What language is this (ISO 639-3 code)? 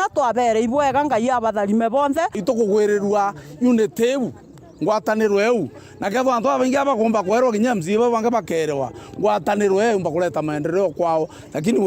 mer